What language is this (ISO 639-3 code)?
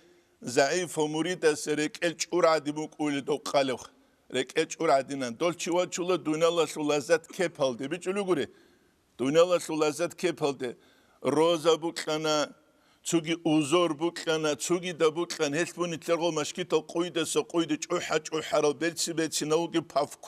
ava